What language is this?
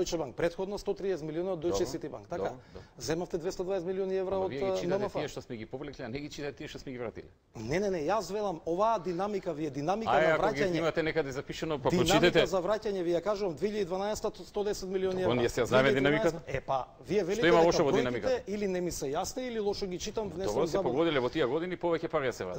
Macedonian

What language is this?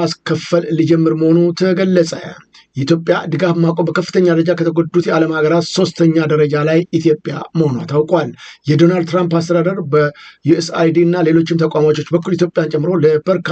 Amharic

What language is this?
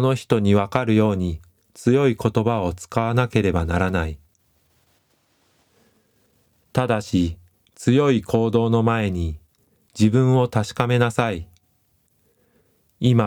Japanese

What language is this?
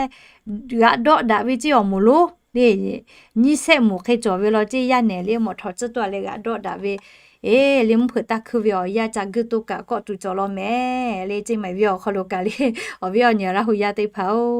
Lahu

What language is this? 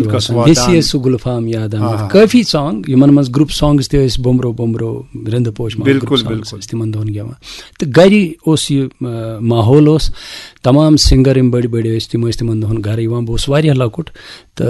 Kashmiri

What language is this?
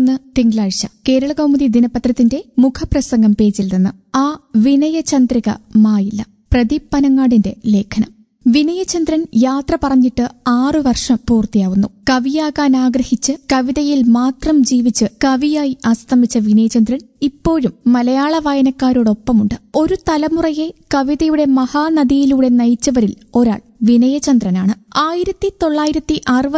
Malayalam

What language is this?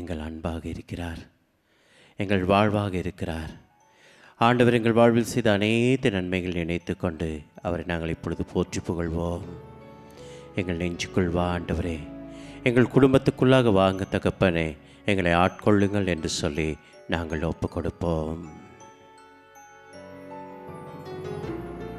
Tamil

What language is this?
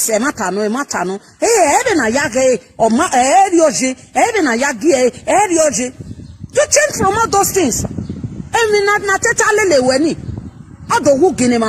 Nigerian Pidgin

